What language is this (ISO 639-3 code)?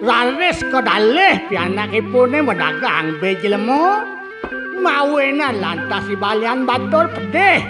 ban